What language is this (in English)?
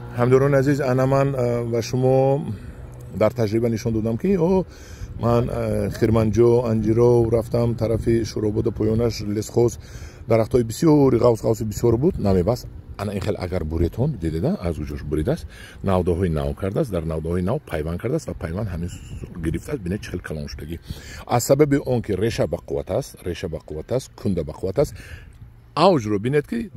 Tajik